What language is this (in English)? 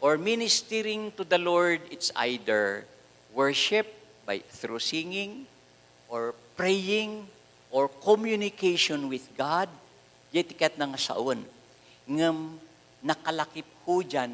Iloko